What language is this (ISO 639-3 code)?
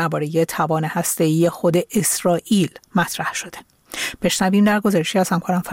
fas